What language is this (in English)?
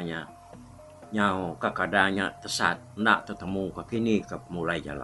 Iban